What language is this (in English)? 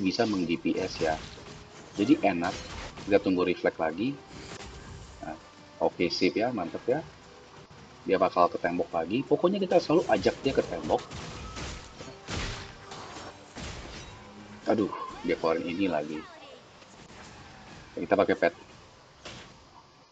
Indonesian